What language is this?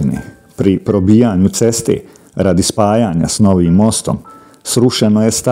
Bosnian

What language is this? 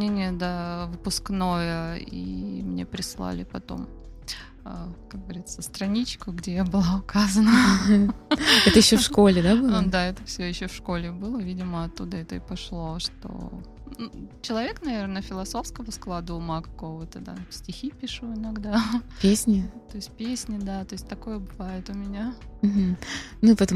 Russian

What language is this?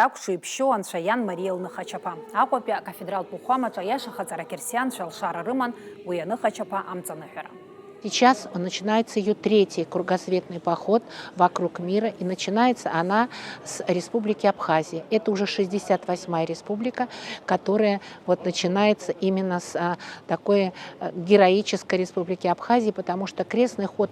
Abkhazian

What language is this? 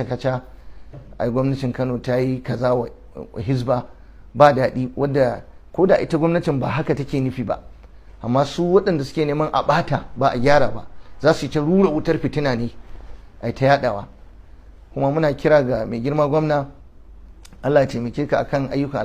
Hausa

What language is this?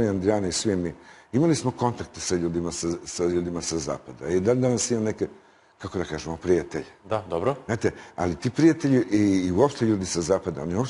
Serbian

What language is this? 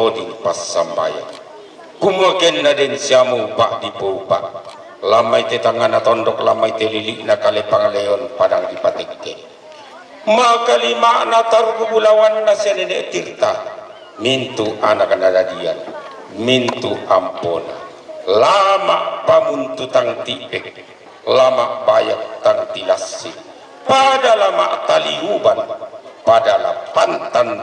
Toraja-Sa'dan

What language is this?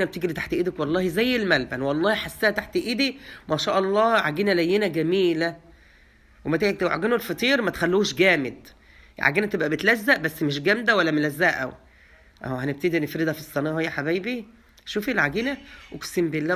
Egyptian Arabic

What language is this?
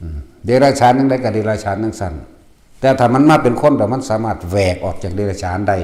Northeastern Thai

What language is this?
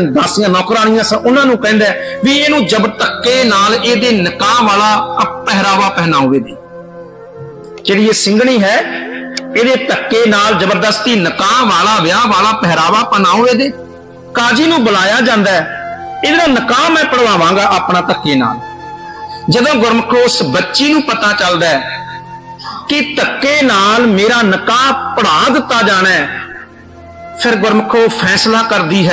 Punjabi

